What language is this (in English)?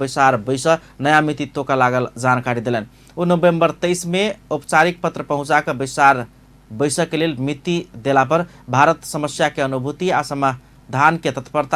Maithili